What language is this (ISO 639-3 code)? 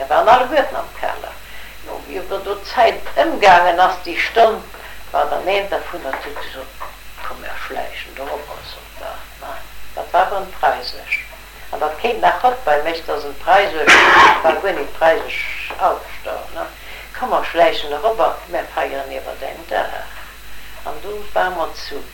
ltz